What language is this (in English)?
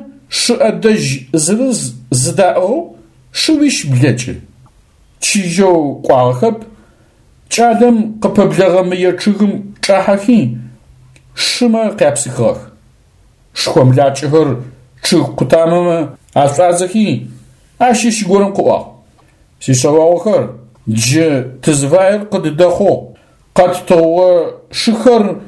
Adyghe